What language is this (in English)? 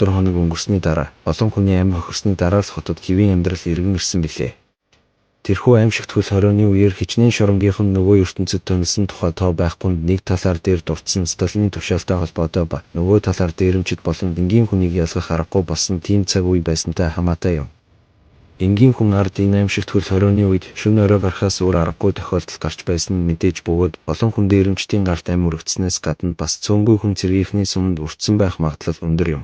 Mongolian